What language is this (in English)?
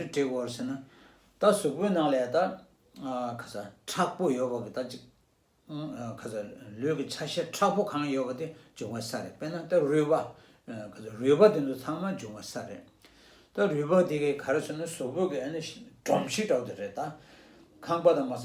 Tibetan